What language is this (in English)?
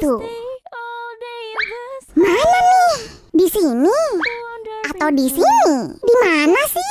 Indonesian